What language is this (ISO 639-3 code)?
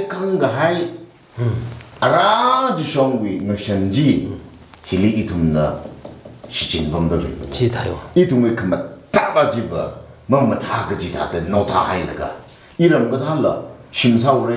nmf